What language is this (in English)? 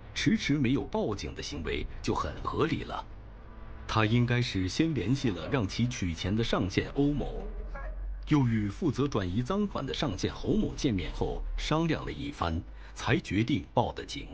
Chinese